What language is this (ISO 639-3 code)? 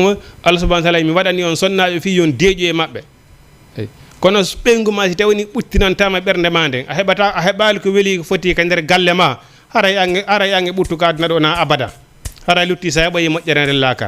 ful